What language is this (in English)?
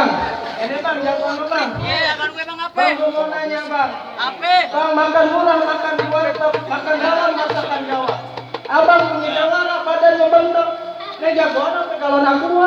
Betawi